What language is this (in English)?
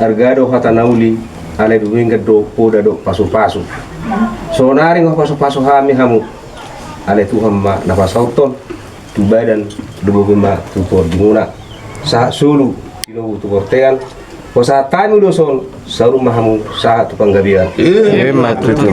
Batak Toba